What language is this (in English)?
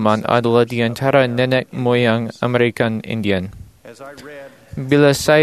Malay